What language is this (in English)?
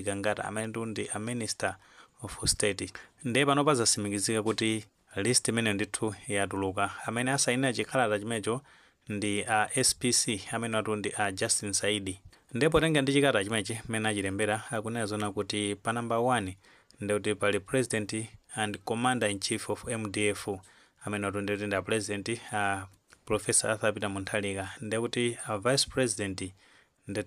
Nyanja